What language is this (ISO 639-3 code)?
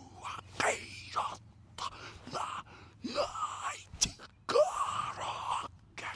mri